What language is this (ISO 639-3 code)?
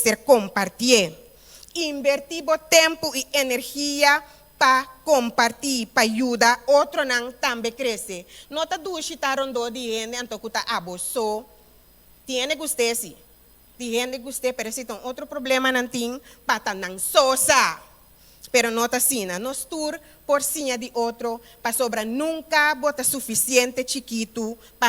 pap